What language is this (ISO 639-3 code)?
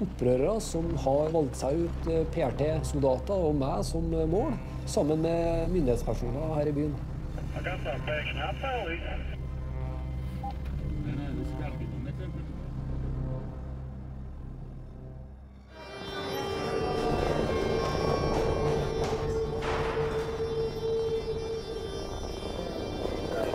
nor